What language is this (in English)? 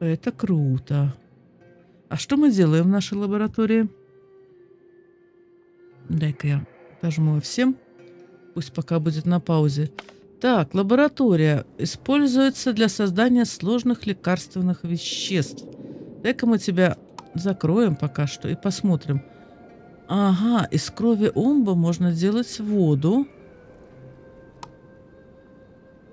Russian